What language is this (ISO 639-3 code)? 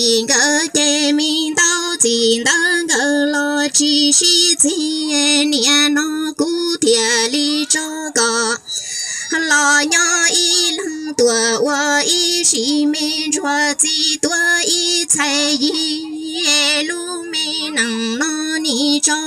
hmn